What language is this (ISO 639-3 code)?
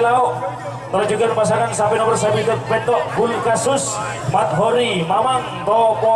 mad